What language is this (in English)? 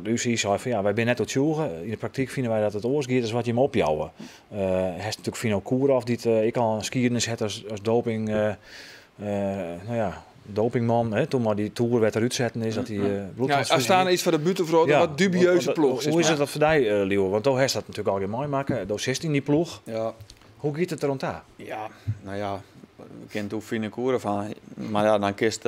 Western Frisian